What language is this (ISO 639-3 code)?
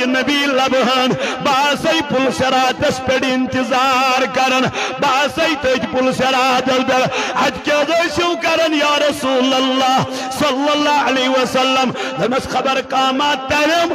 kas